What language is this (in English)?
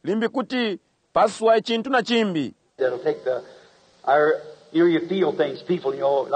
Bemba